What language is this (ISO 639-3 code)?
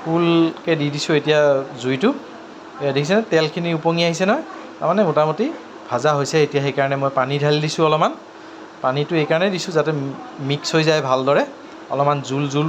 asm